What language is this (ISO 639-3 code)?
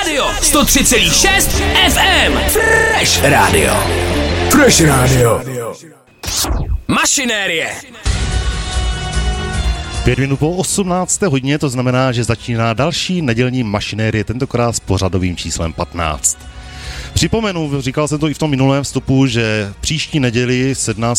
ces